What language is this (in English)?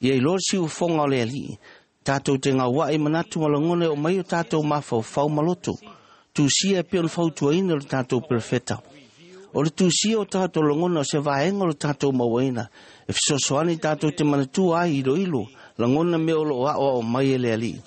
Samoan